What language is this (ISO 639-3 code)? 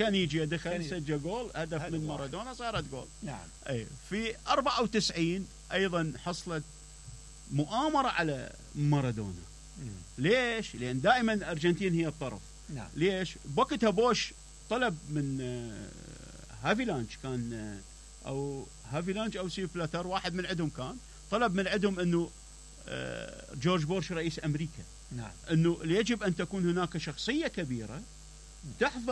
acm